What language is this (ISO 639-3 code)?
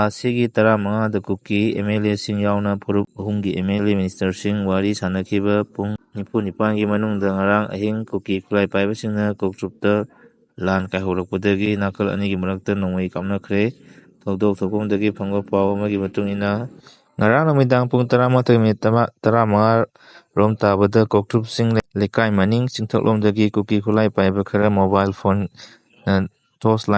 mni